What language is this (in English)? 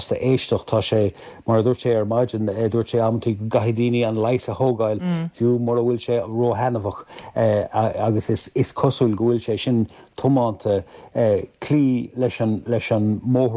Irish